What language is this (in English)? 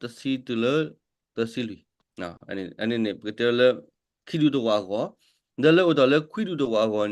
S'gaw Karen